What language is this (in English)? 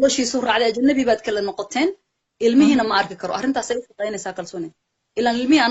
Somali